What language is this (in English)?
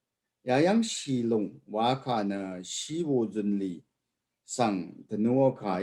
Rawang